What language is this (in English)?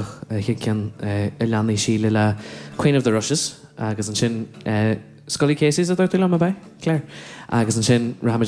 Irish